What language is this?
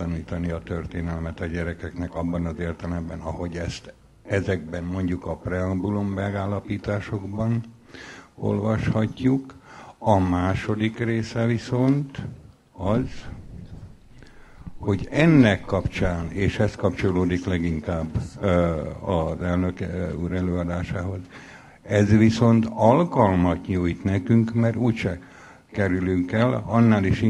Hungarian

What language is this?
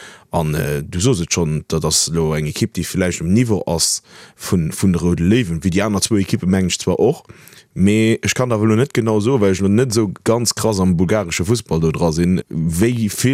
Luxembourgish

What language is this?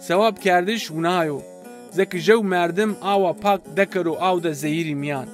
Zaza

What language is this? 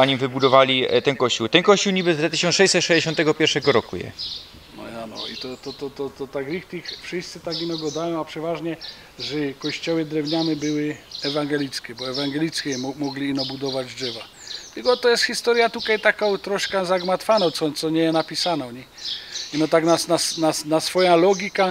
Silesian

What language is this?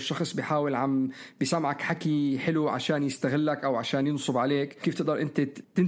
North Levantine Arabic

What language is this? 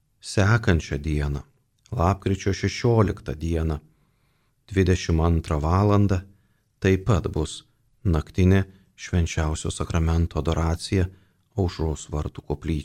Lithuanian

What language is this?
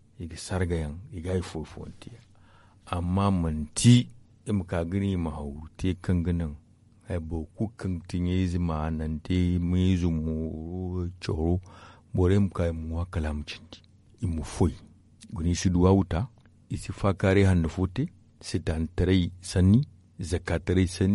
Zarma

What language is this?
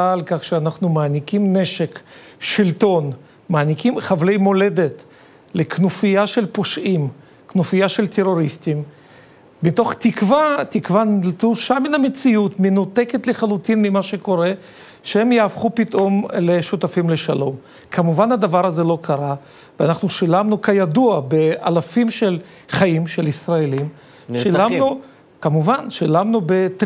Hebrew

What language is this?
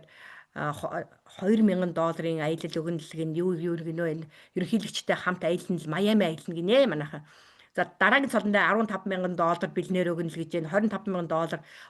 Mongolian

